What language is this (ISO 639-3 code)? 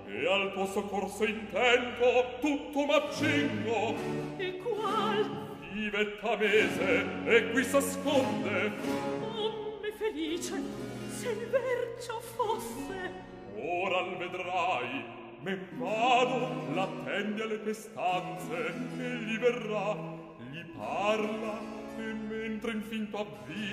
ita